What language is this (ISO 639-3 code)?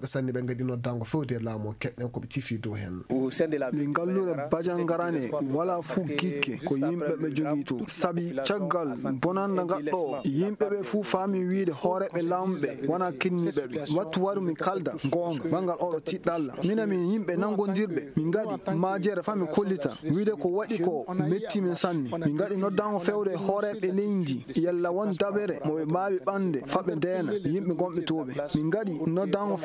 ful